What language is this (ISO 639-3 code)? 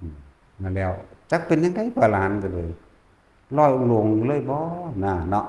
tts